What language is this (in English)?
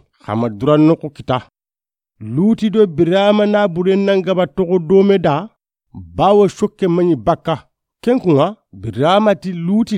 Soninke